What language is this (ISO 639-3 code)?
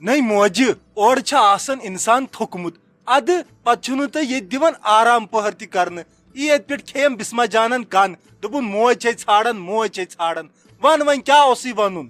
kas